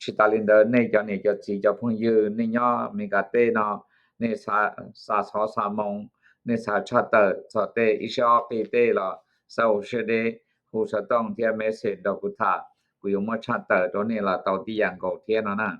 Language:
Hmong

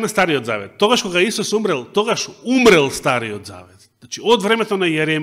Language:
Macedonian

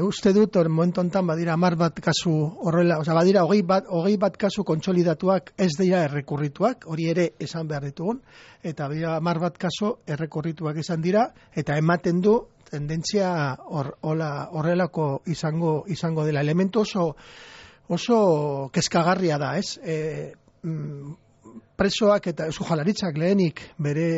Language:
Basque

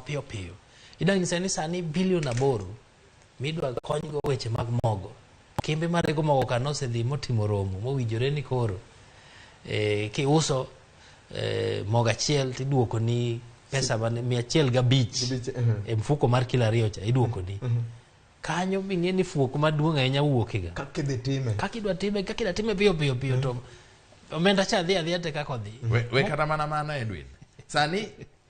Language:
Luo (Kenya and Tanzania)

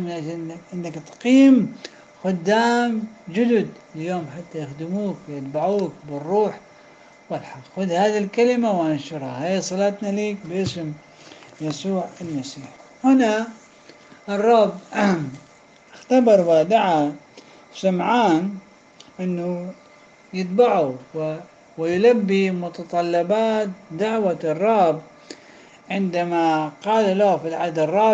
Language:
Arabic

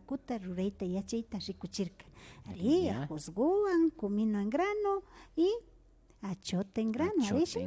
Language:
Imbabura Highland Quichua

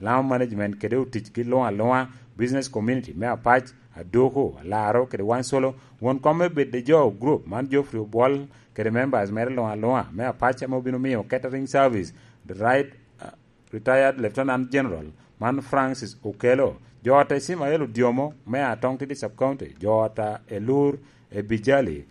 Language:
Lango (Uganda)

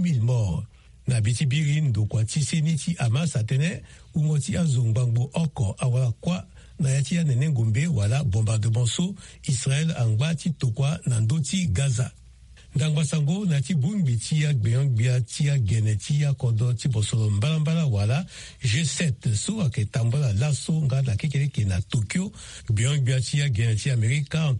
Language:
Sango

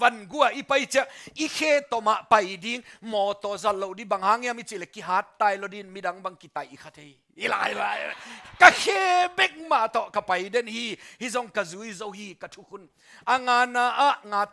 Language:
Tedim Chin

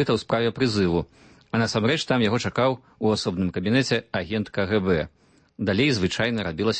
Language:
Belarusian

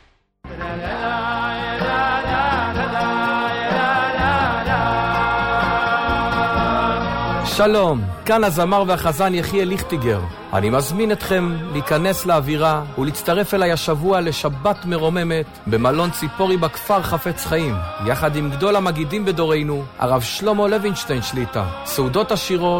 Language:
Hebrew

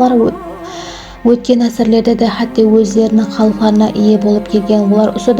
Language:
Kara-Kalpak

